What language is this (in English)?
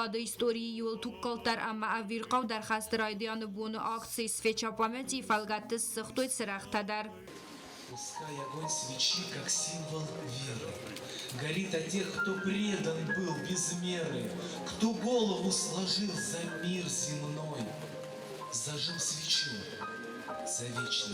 Ossetic